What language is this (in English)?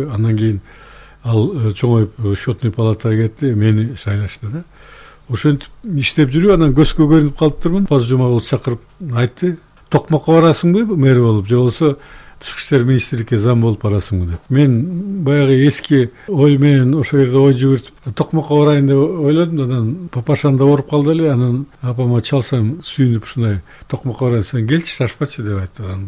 Kyrgyz